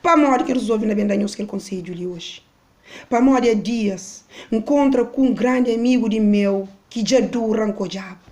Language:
Kabuverdianu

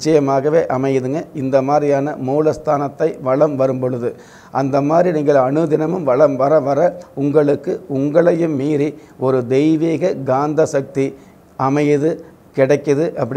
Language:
Tamil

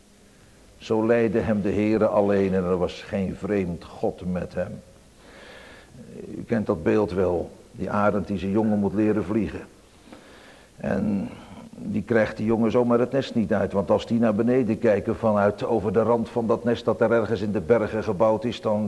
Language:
Dutch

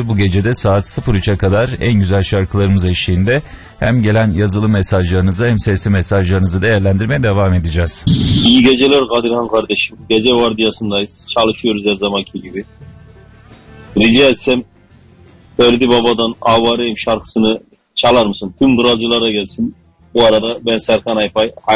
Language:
Turkish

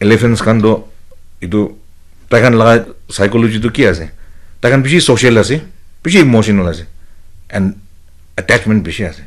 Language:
Naga Pidgin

